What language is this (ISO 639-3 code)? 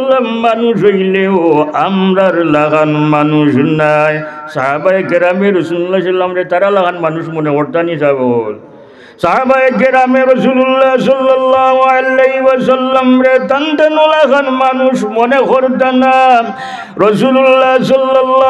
syl